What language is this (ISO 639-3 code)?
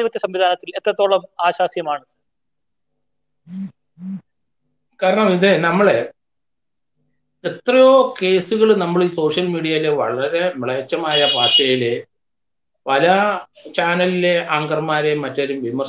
mal